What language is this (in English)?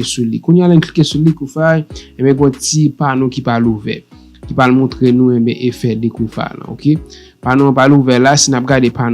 Haitian Creole